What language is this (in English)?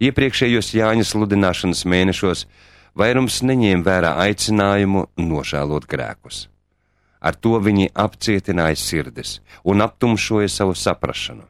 Latvian